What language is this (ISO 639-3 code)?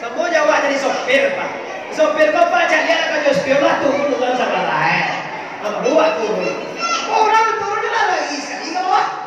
min